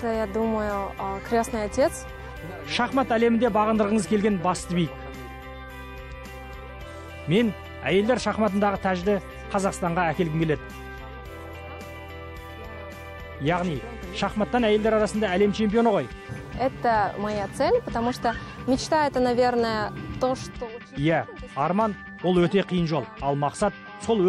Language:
Kazakh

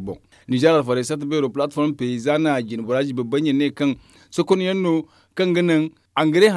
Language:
Zarma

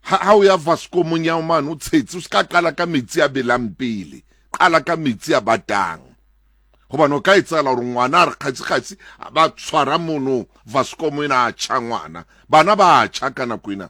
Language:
Southern Sotho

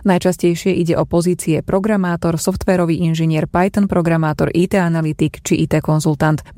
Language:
Slovak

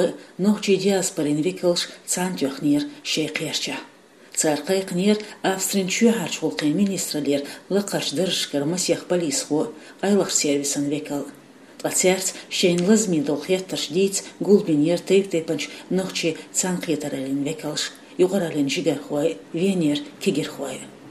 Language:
Chechen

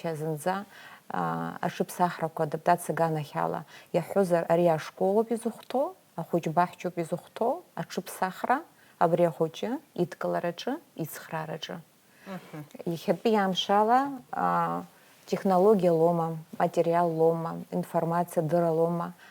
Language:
Abkhazian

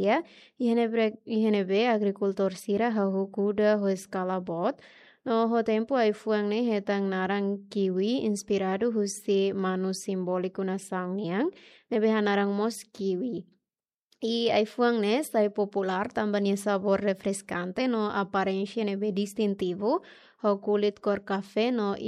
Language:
Tetum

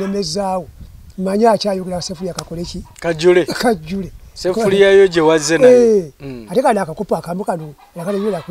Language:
Ganda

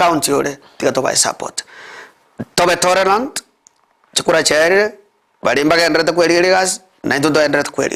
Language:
Gusii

